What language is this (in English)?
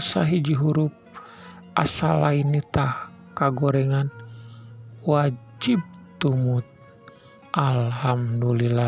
Sundanese